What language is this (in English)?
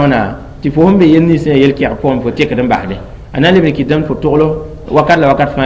Mossi